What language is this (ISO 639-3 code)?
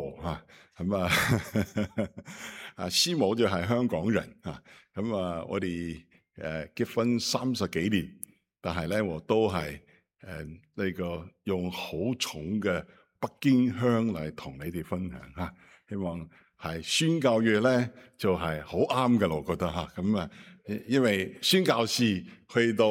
yue